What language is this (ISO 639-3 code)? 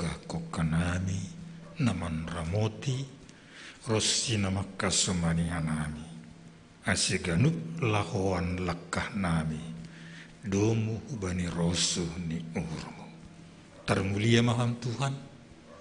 bts